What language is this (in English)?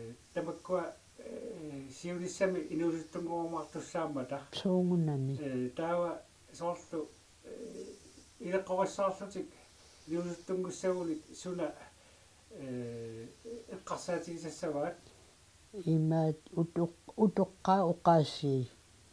Kalaallisut